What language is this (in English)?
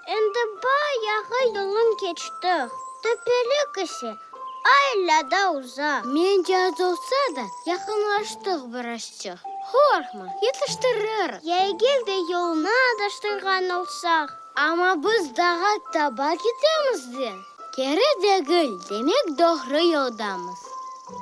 Crimean Tatar